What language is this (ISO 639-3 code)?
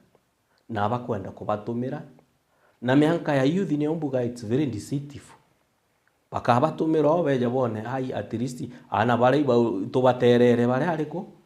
mer